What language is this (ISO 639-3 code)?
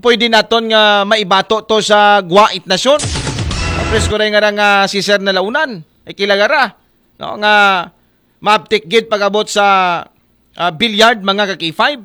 akl